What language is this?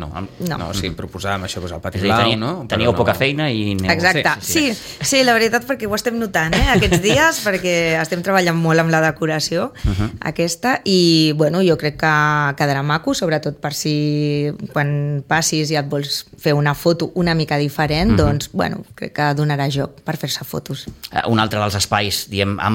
Catalan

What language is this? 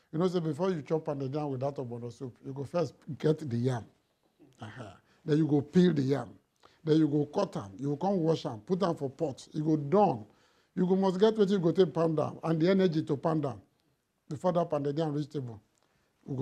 Nigerian Pidgin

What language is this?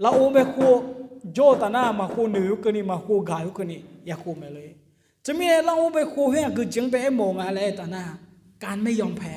Akha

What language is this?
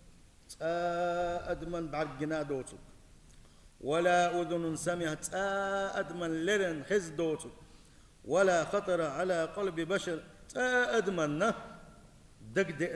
Chechen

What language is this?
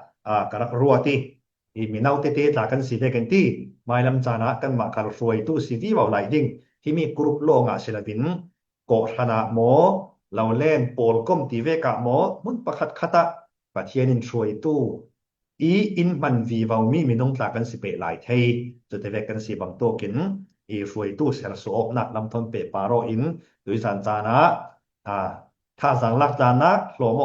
Falam Chin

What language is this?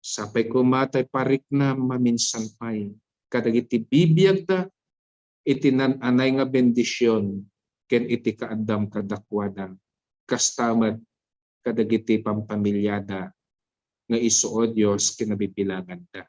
Iloko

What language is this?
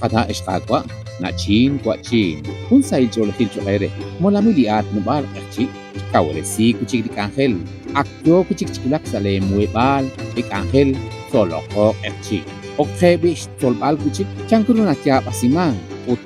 Kekchí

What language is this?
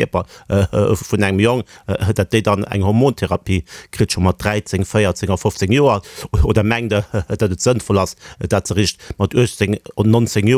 Luxembourgish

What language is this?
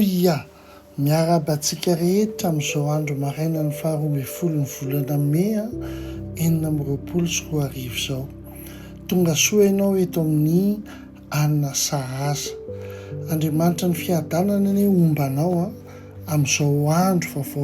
Malagasy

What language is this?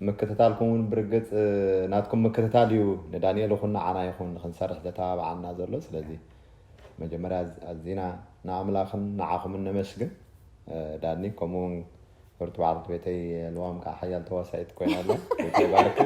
Tigrinya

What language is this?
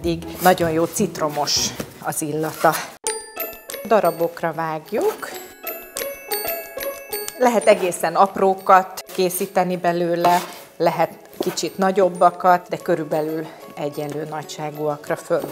Hungarian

